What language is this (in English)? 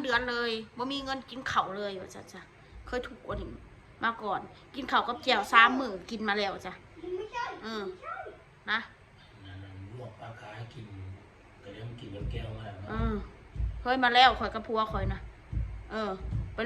Northeastern Thai